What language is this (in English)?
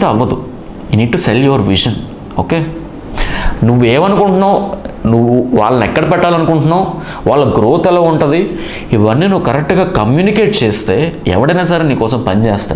Telugu